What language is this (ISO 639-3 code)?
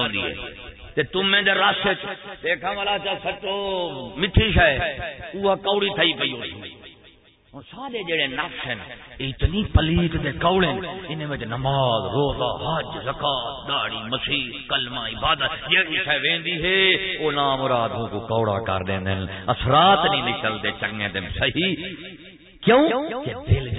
skr